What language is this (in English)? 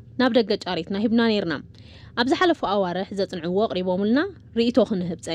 Tigrinya